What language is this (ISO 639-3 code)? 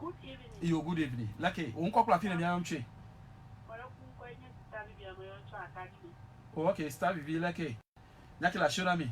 ewe